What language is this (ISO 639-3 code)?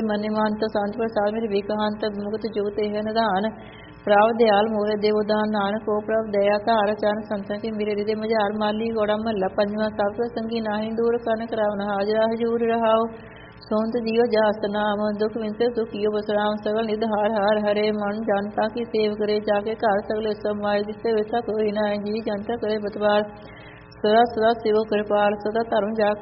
pan